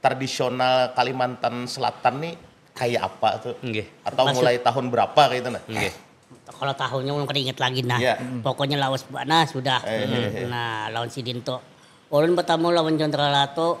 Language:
Banjar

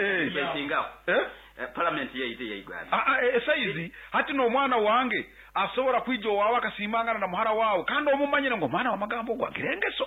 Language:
Nyankole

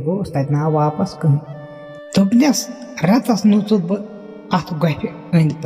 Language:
Kashmiri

